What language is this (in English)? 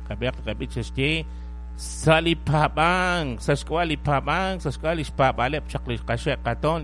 Kekchí